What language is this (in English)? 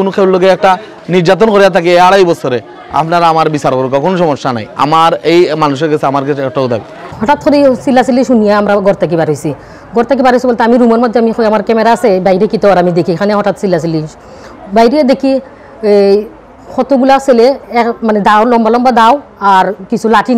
Sylheti